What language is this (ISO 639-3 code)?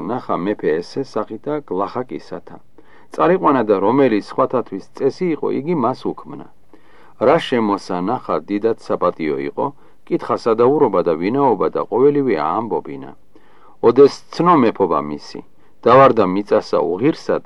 kat